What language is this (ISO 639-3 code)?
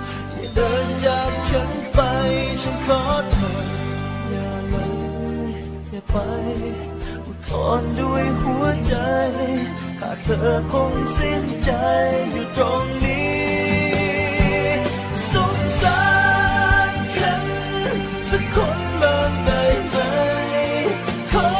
tha